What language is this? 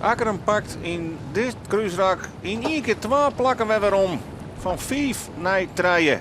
Western Frisian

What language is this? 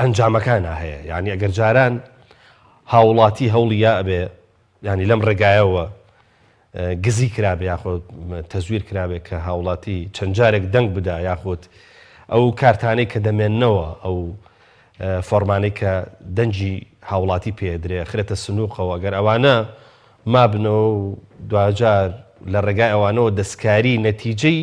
Central Kurdish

